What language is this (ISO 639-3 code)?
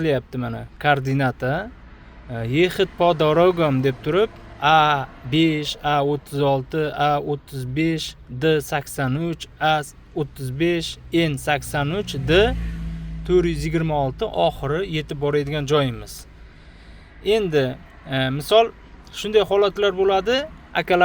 uzb